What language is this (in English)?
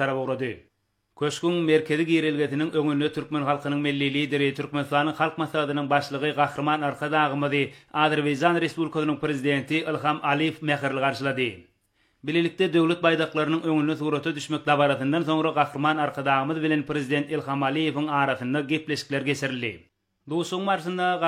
Turkmen